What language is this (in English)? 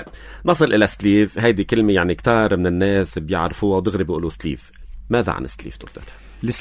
North Levantine Arabic